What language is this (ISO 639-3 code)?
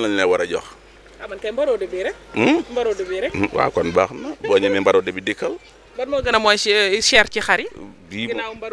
wol